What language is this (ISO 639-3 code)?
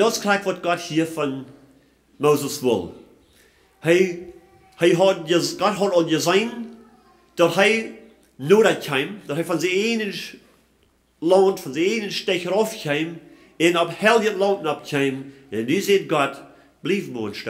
pdt